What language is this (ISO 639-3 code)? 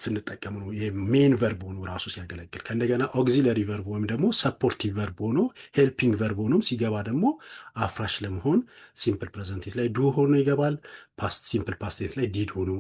amh